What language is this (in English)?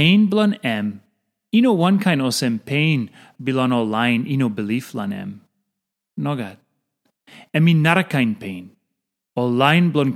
Tok Pisin